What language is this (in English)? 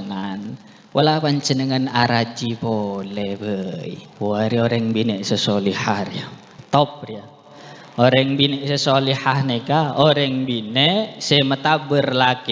Madurese